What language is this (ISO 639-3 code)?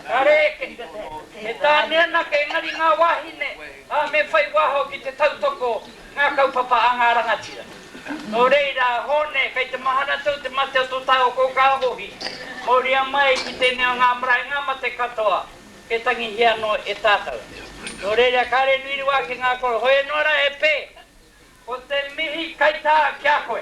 mri